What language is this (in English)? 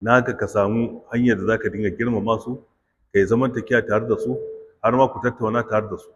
Hausa